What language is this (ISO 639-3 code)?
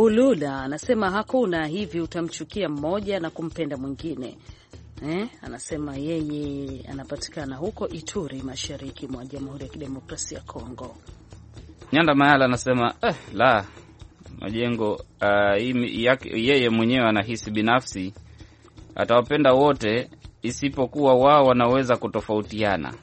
swa